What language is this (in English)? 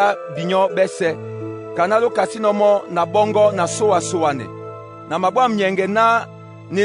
Duala